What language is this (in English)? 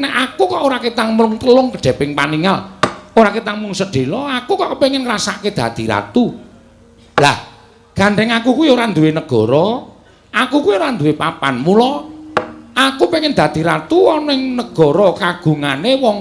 Javanese